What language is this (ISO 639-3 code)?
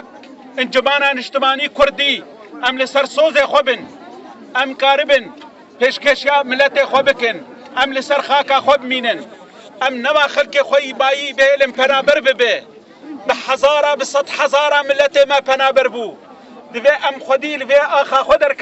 kur